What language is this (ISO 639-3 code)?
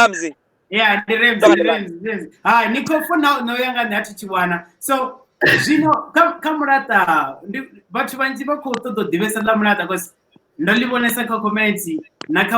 ven